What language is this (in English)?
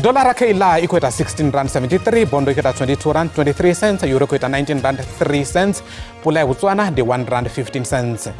Venda